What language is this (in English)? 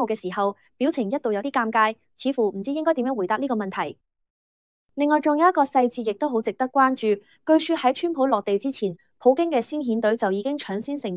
Cantonese